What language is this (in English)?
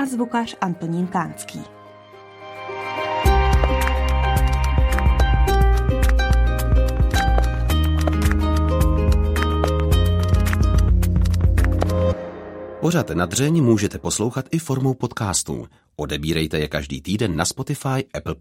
Czech